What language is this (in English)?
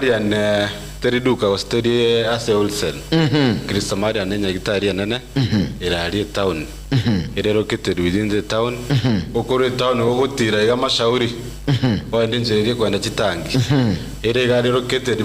Gusii